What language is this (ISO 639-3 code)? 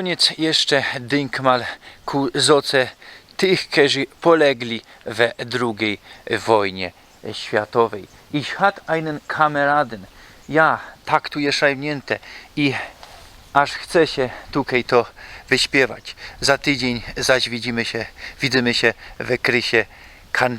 szl